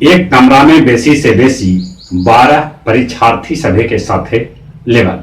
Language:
Magahi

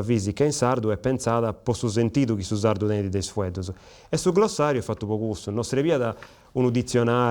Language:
Sardinian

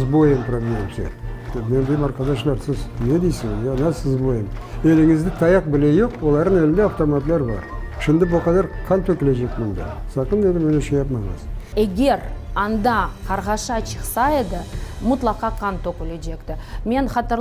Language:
Crimean Tatar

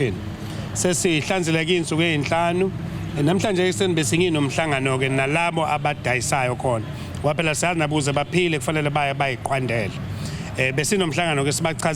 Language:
Zulu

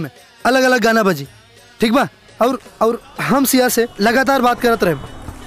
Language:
Bhojpuri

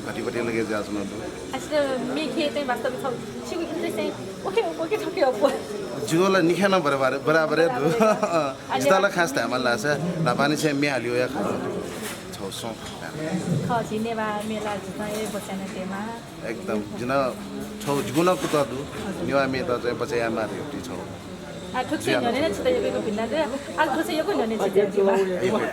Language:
Newari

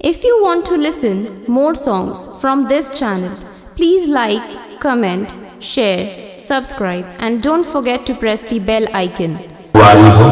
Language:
Chhattisgarhi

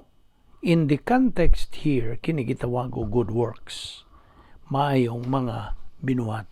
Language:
Cebuano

